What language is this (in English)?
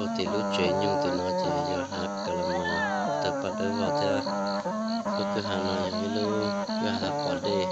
Hmong